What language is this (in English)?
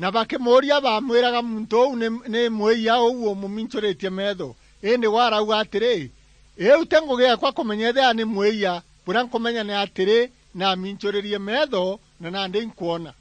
Meru